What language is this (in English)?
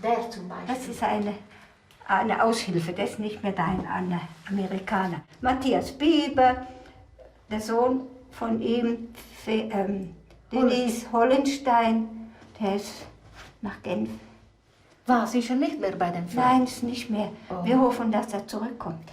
Romansh